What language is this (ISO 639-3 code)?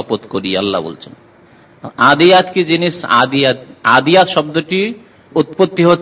ben